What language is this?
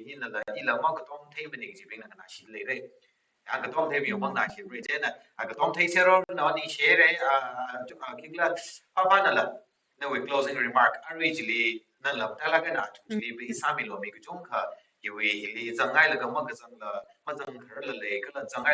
Tangkhul Naga (India)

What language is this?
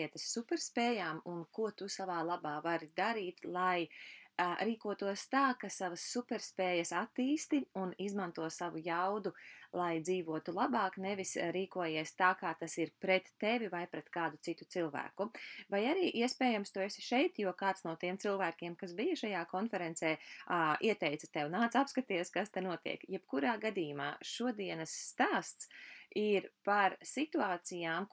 Latvian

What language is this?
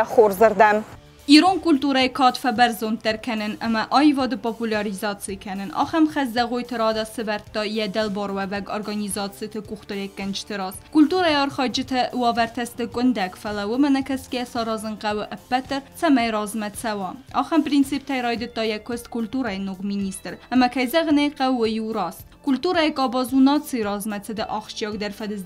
Ossetic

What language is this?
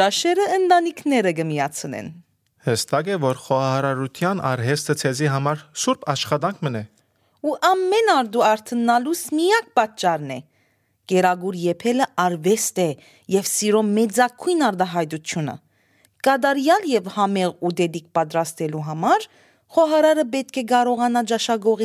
Armenian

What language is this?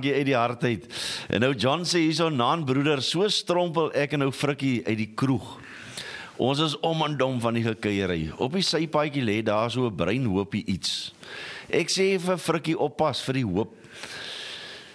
Afrikaans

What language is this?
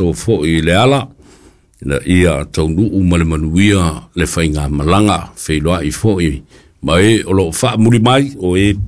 Samoan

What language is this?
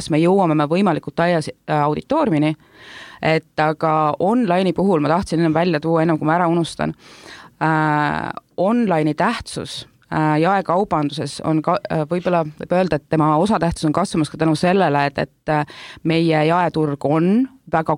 Estonian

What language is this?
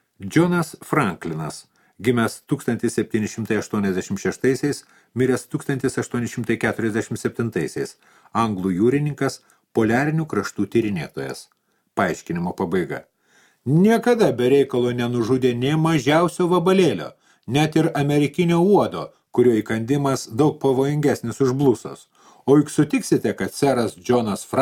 Lithuanian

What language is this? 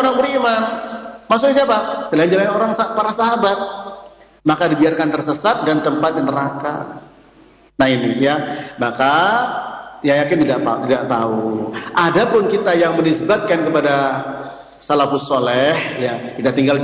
Indonesian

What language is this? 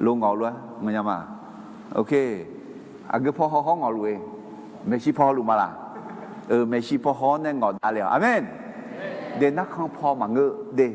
Akha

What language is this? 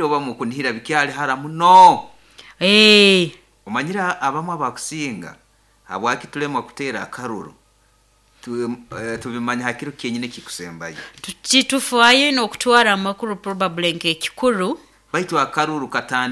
Nyoro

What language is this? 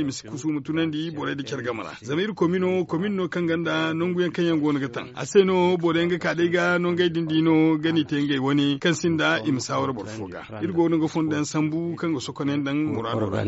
Zarma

